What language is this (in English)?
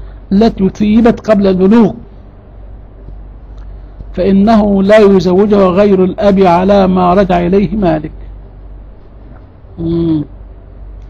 Arabic